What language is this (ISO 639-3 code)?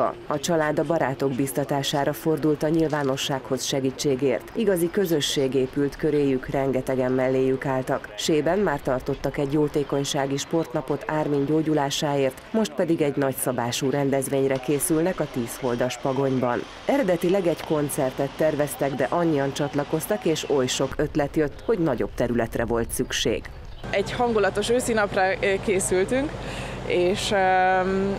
hun